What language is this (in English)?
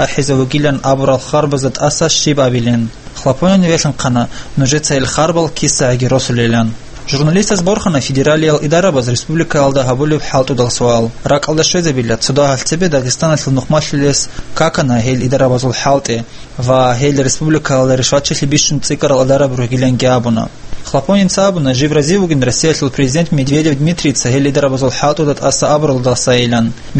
Avaric